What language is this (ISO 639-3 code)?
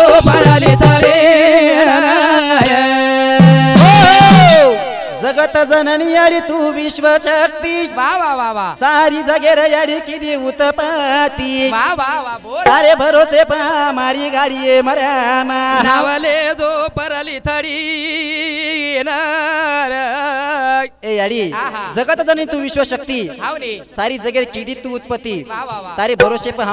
lmn